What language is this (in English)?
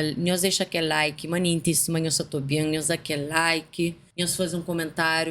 Kabuverdianu